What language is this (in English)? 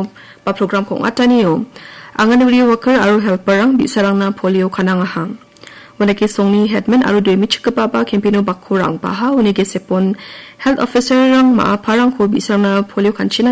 Garo